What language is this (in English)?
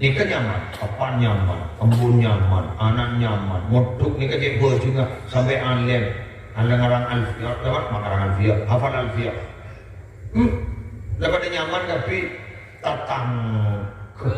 Madurese